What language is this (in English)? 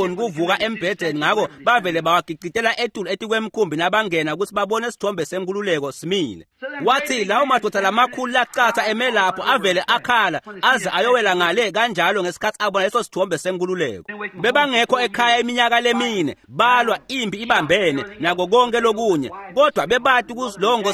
Swati